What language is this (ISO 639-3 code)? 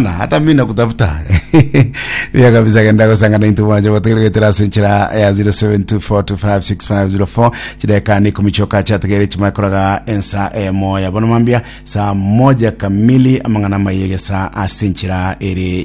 guz